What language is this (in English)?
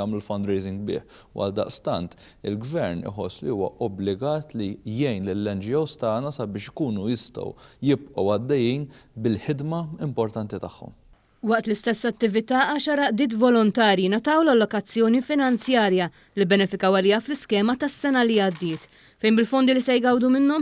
Maltese